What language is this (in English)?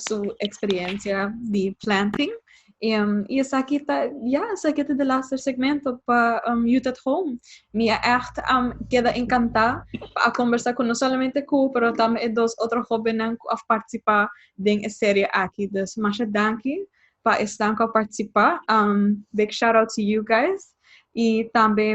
Papiamento